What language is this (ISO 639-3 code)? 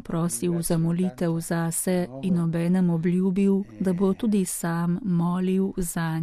slv